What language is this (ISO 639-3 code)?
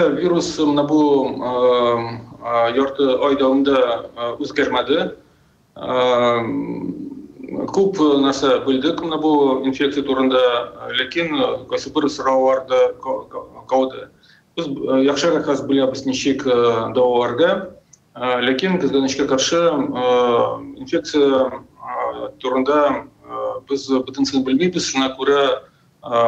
tat